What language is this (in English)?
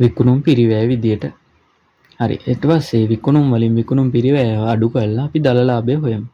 Sinhala